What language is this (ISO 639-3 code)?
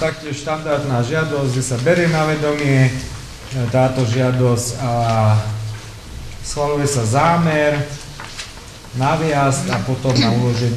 slk